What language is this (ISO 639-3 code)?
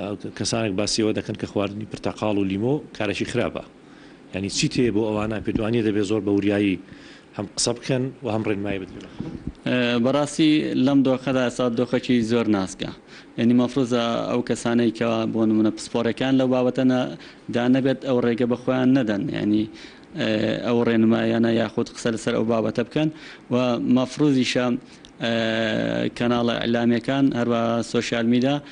ckb